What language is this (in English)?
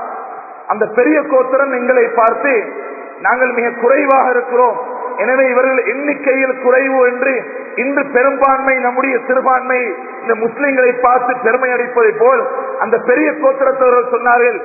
Tamil